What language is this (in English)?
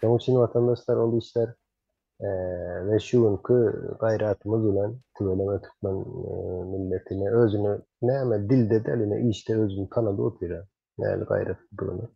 Turkmen